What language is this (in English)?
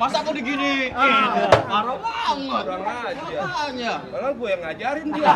Betawi